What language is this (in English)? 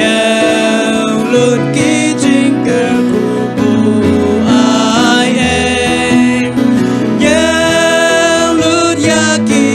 Khasi